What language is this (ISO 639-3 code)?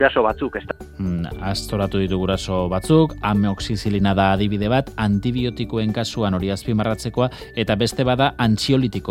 eus